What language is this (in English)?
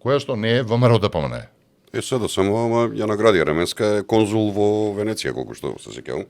Macedonian